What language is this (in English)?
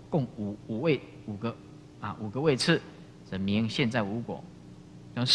Chinese